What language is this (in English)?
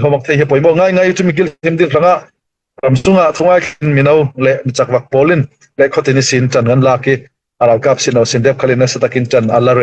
Falam Chin